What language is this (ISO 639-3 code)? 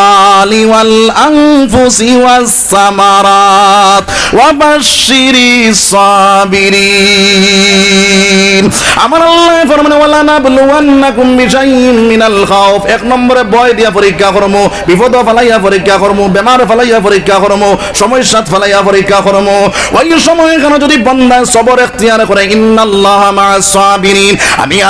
syl